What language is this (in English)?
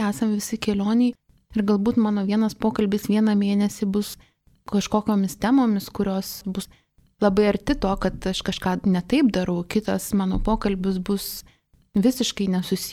Lithuanian